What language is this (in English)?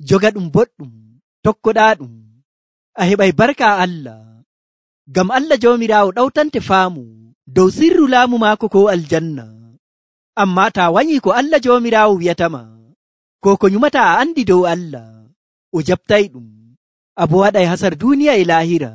Nigerian Fulfulde